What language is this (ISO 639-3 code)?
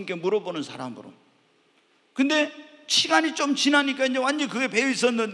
kor